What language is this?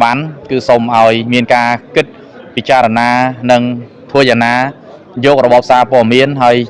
Khmer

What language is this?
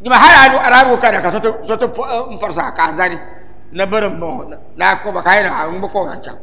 Dagbani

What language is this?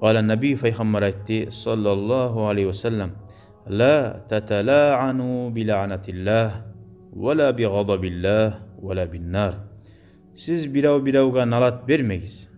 Kumyk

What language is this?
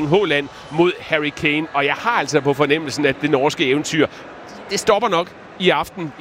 Danish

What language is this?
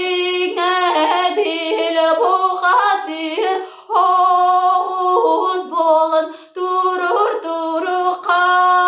Yakut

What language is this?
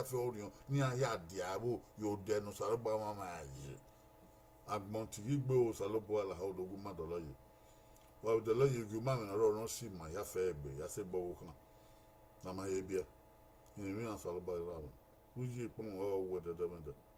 Bini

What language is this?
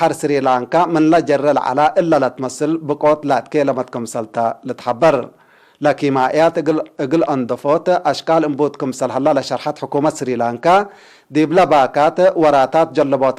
Tigre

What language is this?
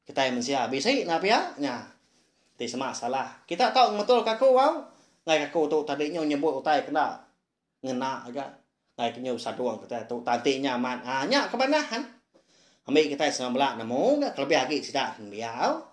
Iban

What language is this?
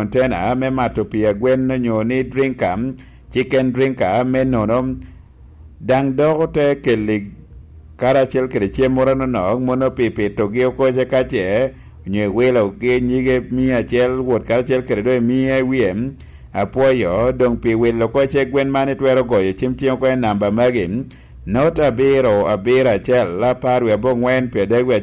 Lango (Uganda)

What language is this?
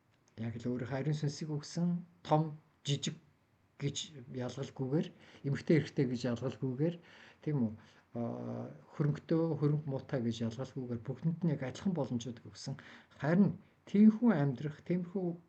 Mongolian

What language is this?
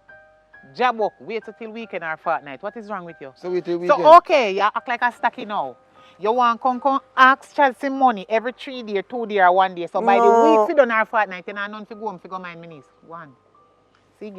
Jamaican Creole English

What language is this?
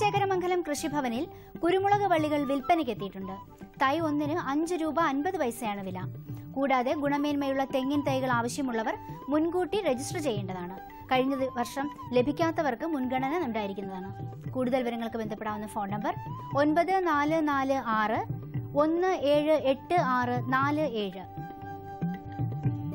Malayalam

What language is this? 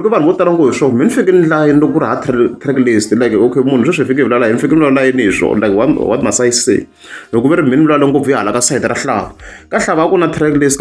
Tsonga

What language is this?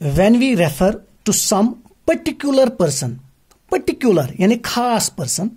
Kashmiri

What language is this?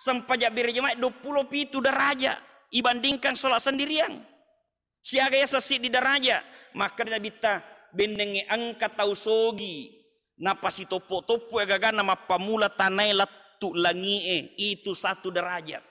Buginese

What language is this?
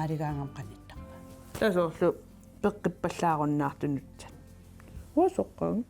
Kalaallisut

